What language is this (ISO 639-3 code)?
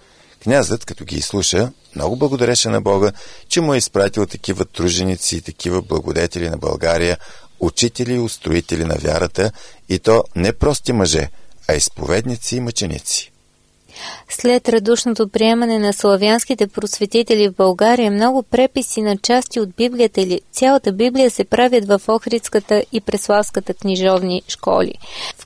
bul